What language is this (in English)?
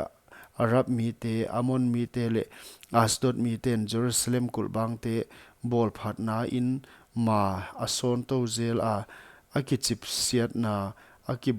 Paite Chin